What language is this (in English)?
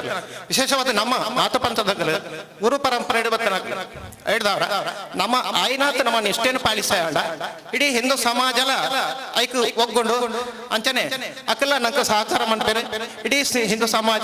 Tulu